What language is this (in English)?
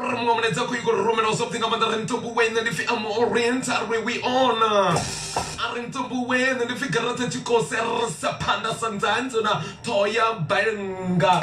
Venda